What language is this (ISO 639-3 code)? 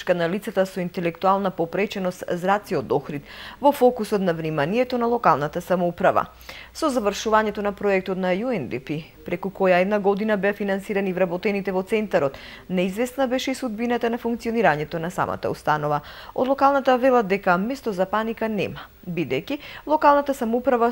mkd